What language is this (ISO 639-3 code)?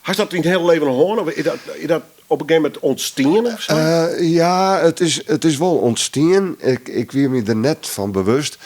fry